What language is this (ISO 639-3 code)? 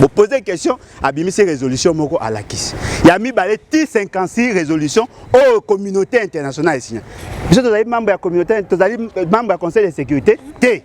lin